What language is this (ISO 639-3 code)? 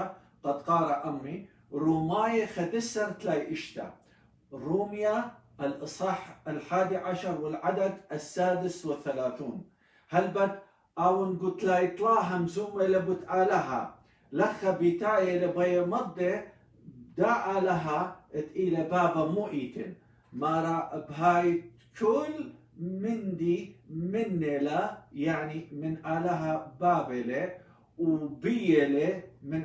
aii